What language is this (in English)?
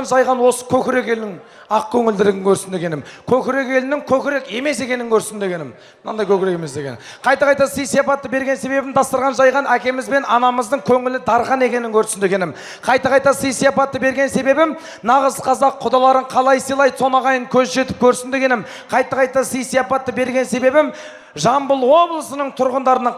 Kazakh